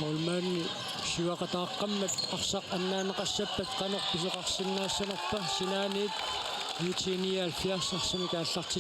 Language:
Kalaallisut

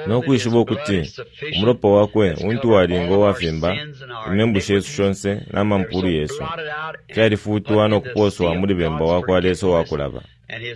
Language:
Bemba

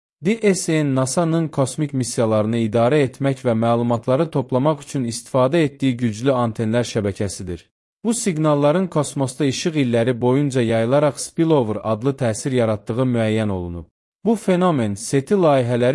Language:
Azerbaijani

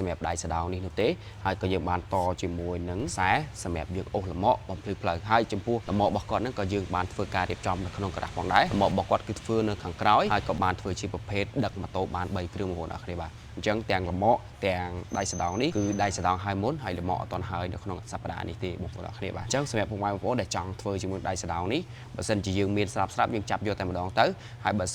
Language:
Khmer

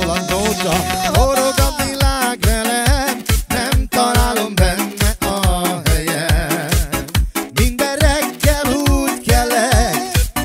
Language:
Hungarian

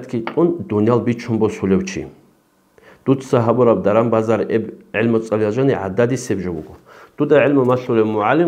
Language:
Avaric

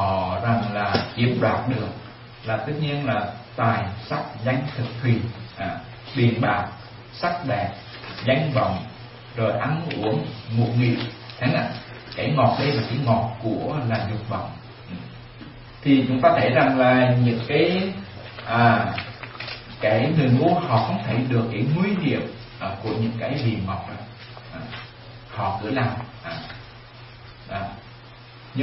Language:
Vietnamese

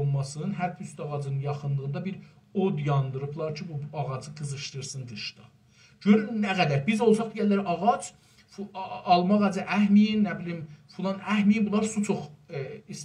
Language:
South Azerbaijani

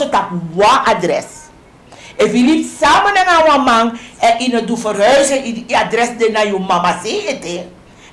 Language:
Sranan Tongo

